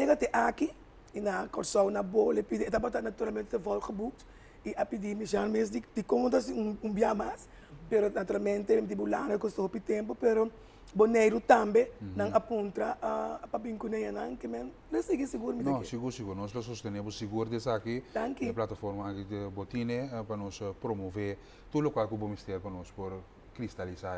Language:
Papiamento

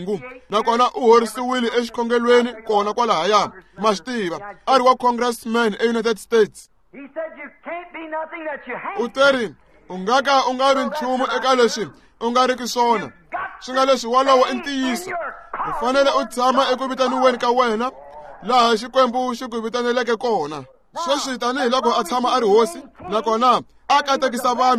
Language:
Tsonga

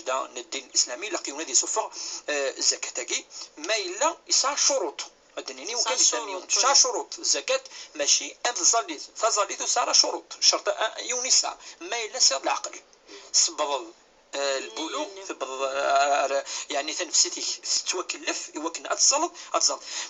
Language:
Kabyle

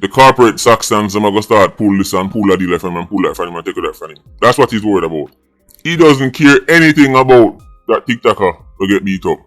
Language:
Jamaican Creole English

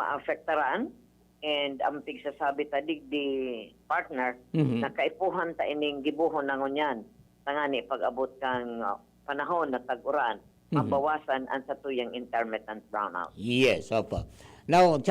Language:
Bikol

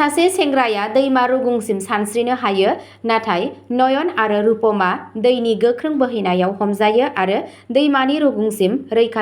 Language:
Bodo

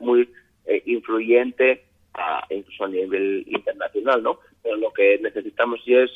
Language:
Asturian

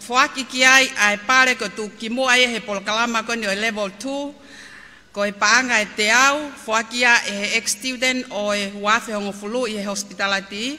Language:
Tongan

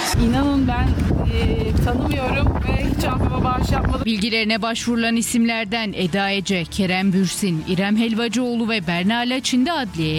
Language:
Turkish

